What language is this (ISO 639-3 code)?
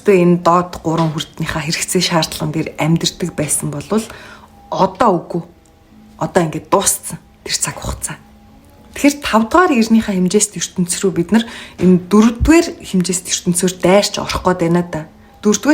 mon